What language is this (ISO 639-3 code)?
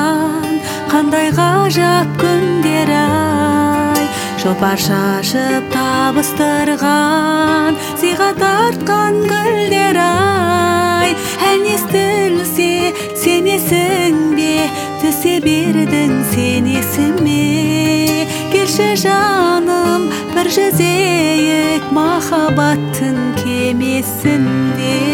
kaz